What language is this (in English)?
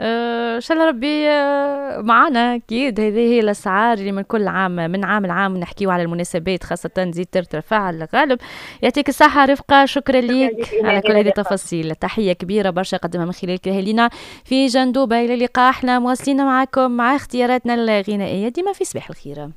Tunisian Arabic